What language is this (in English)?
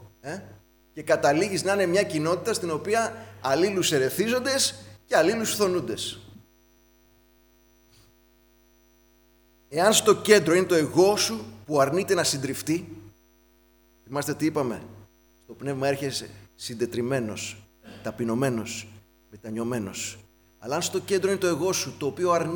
Greek